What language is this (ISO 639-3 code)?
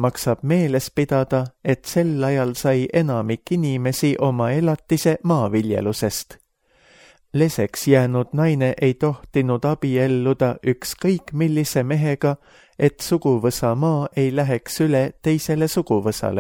est